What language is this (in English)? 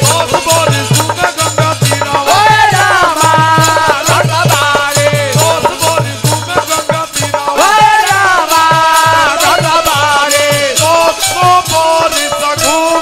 Bhojpuri